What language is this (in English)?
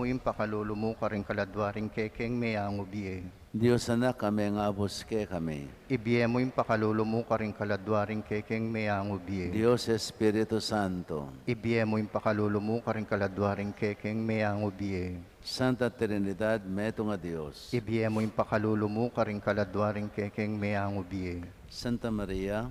Pampanga